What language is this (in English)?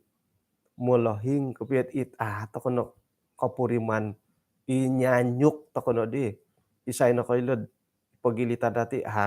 Central Dusun